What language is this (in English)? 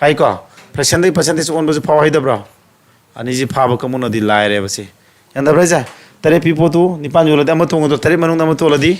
Manipuri